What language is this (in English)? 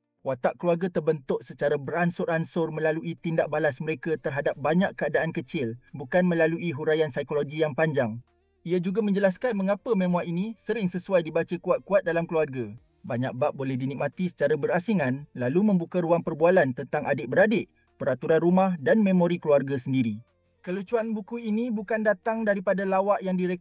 Malay